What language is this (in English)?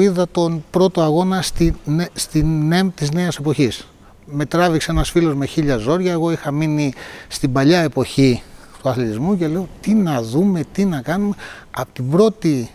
Greek